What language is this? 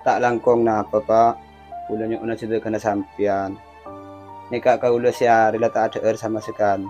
Madurese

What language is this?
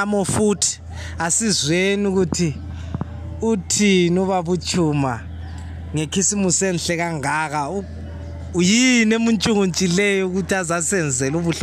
Tswana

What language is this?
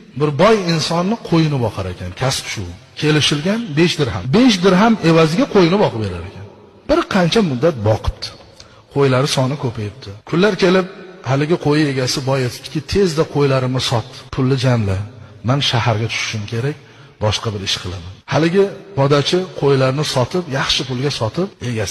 Uzbek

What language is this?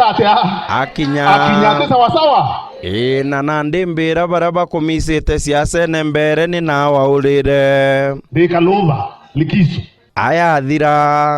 Meru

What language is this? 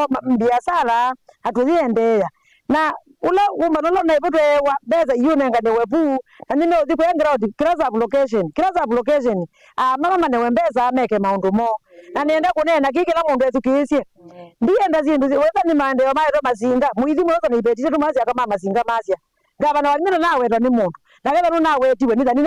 Kamba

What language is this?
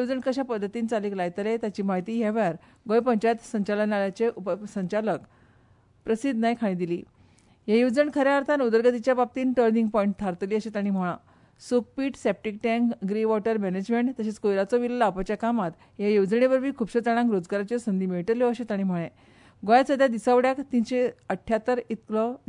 Konkani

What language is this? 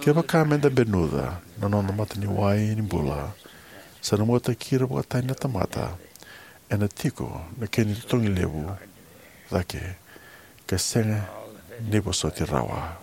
Fijian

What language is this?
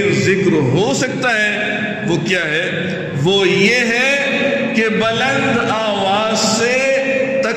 Urdu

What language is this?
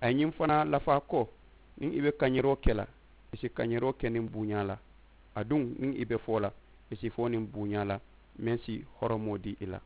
Mandingo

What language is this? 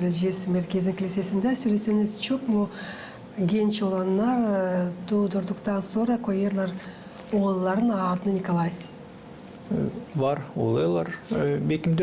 Gagauz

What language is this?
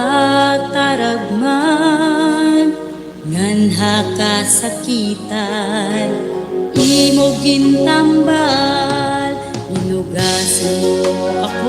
Waray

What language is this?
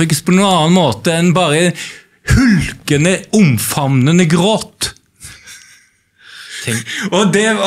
Norwegian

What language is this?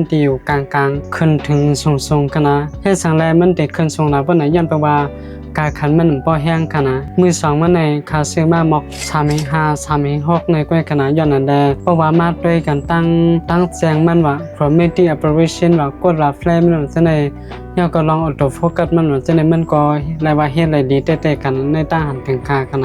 Shan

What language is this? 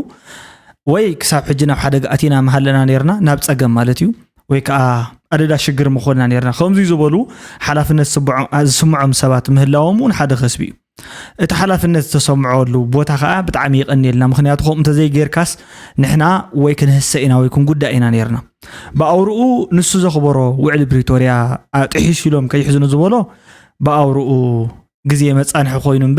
Tigrinya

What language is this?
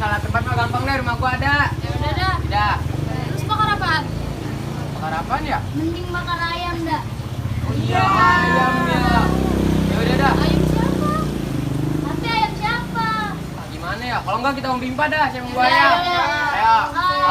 Betawi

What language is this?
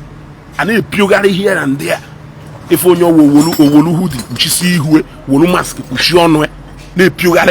Igbo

